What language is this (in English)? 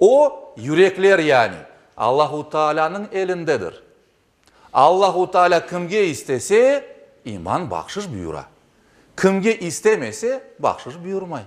Crimean Tatar